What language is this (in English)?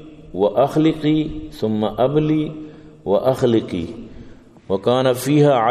Eastern Balochi